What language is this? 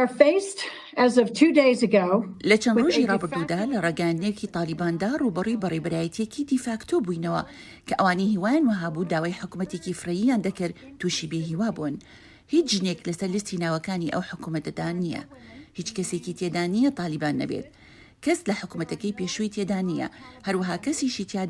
Central Kurdish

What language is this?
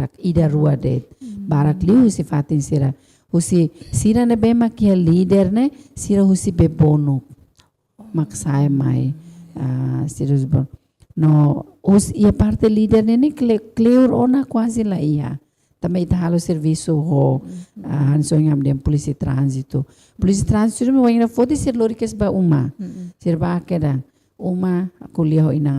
Tetum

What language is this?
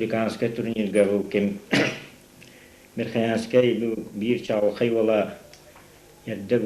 Yakut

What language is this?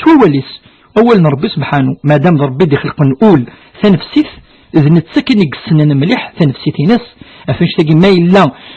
Kabyle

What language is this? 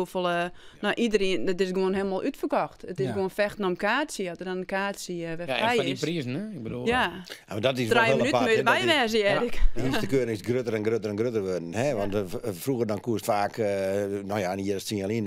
Western Frisian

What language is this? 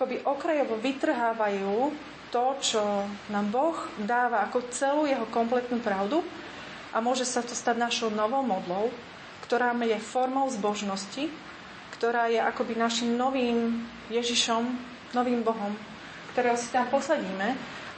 Slovak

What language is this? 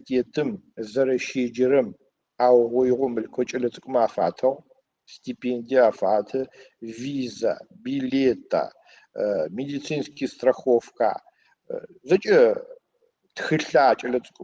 Adyghe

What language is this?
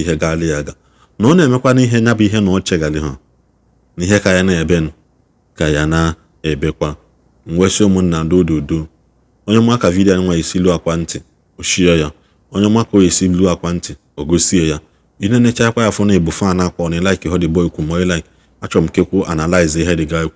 Igbo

